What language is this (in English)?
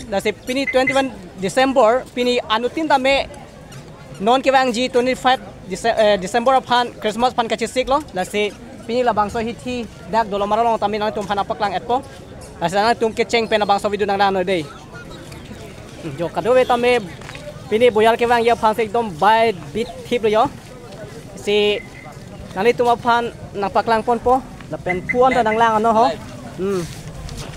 Karbi